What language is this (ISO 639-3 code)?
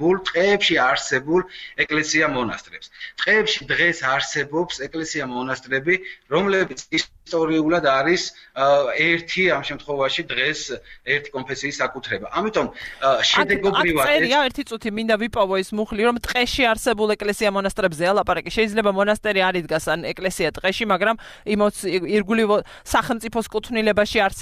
kat